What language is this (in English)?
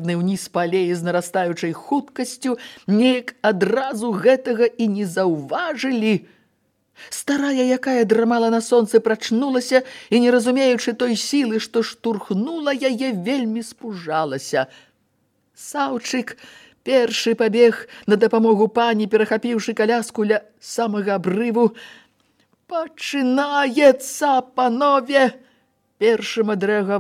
Belarusian